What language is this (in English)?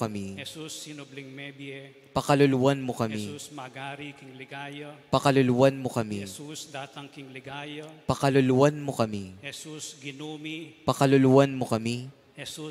Pampanga